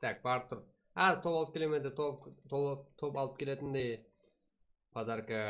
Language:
Kara-Kalpak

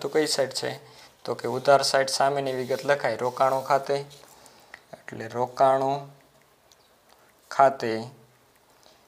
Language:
Gujarati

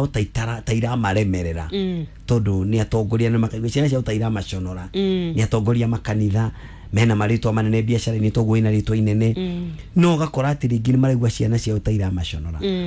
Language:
Kikuyu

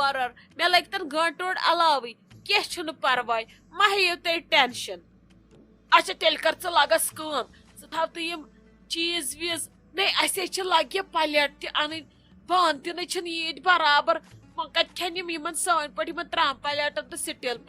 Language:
Kashmiri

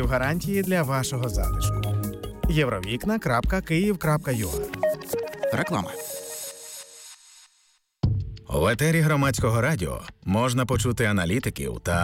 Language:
Ukrainian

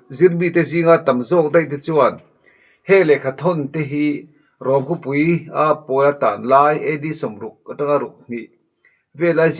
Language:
Mizo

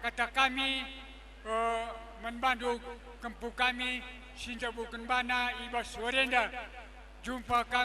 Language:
Batak Karo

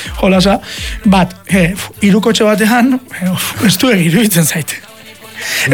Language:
Basque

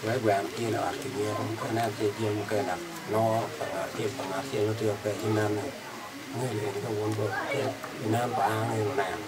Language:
Acoli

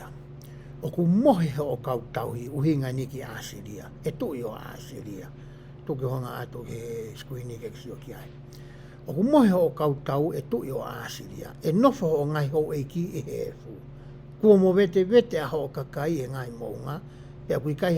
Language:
Tongan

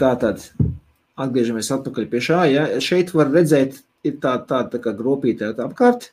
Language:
Latvian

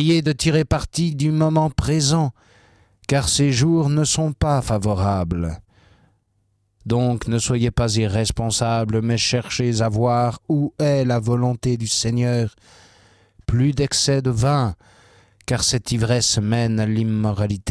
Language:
French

